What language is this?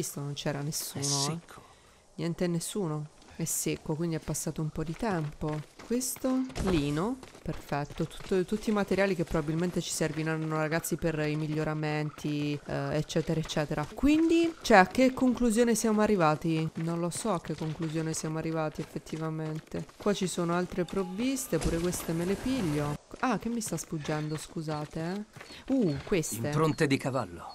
Italian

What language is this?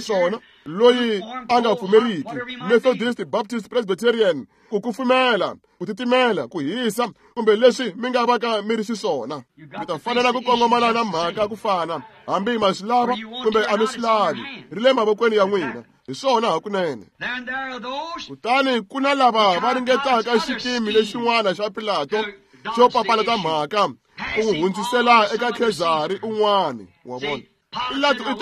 Tsonga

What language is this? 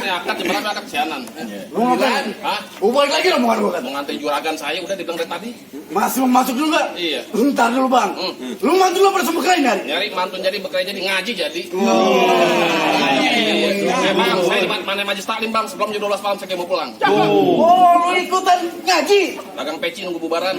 Betawi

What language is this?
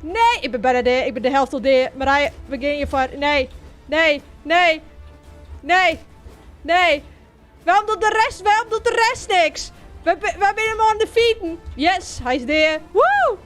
Western Frisian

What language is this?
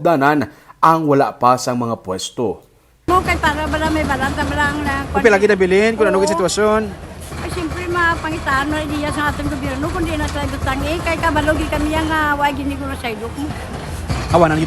Hiligaynon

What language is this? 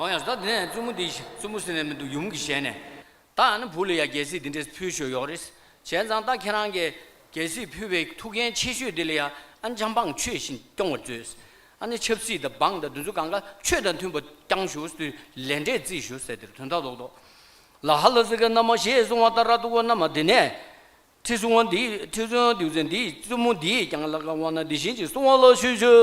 Tibetan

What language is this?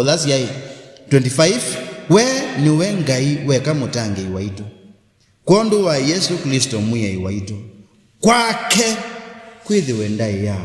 Kamba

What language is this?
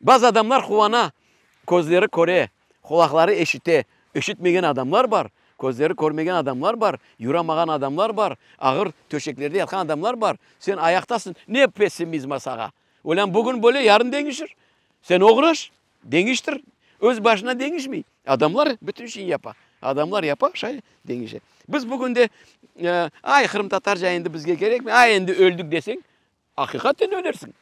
Crimean Tatar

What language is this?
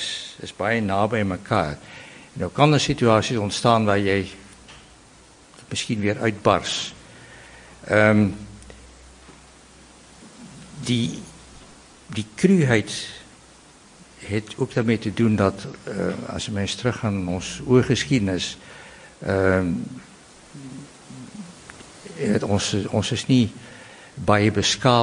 Afrikaans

